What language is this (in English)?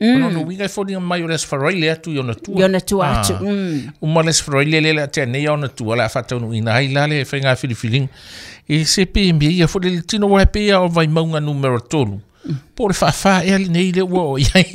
Samoan